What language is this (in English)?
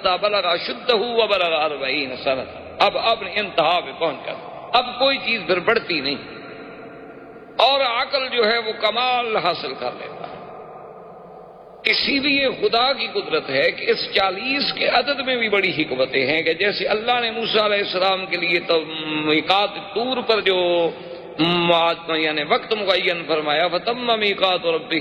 Urdu